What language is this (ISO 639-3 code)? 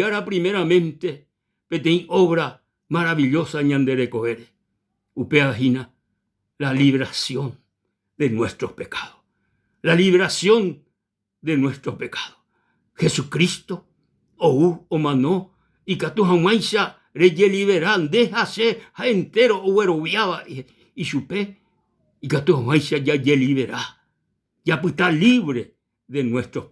grn